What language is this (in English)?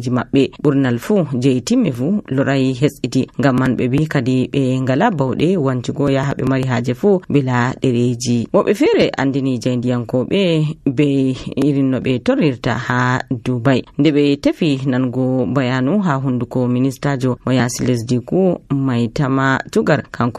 Nigerian Fulfulde